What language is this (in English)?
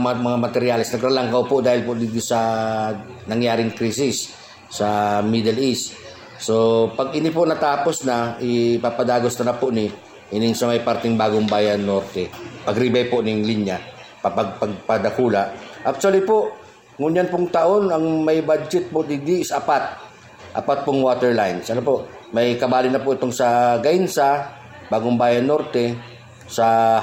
Bikol